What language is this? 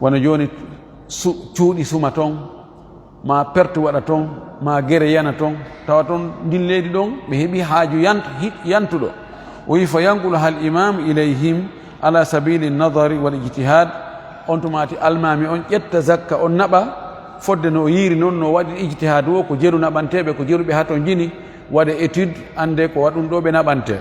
Fula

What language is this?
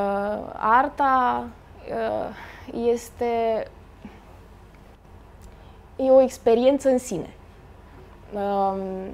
Romanian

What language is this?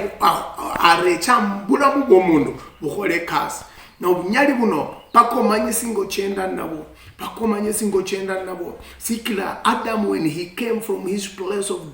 Luyia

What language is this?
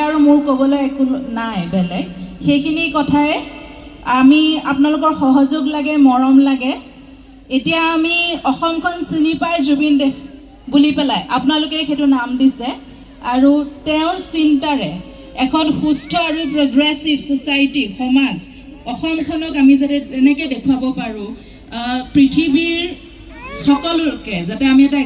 Assamese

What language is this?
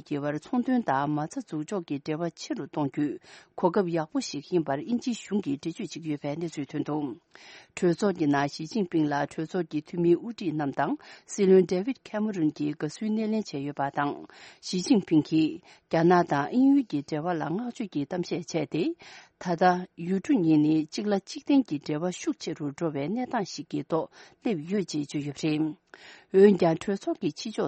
Tibetan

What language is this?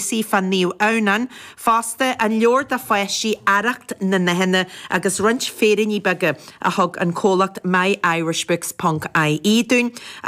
Irish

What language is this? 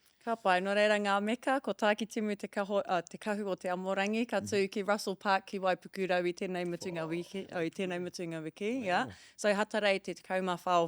Māori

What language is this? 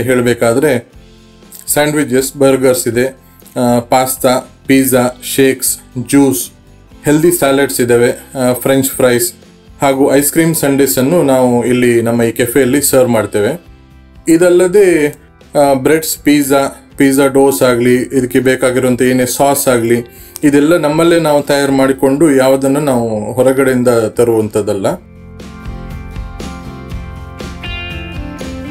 Kannada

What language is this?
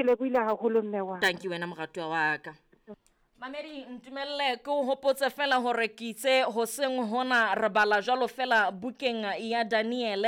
Southern Sotho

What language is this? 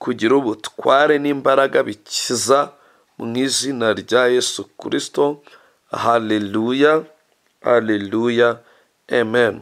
Kinyarwanda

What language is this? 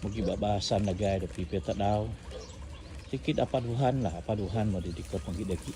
Central Dusun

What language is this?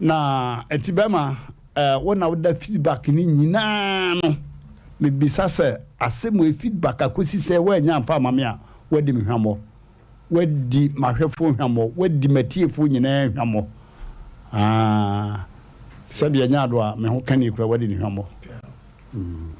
Akan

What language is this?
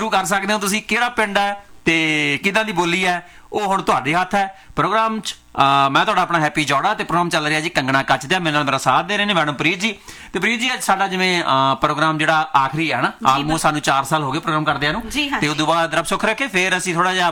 Punjabi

